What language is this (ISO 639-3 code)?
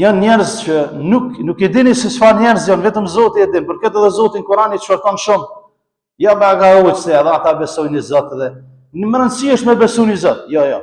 sqi